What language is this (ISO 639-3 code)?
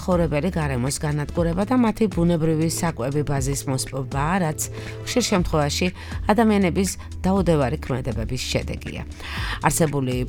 kat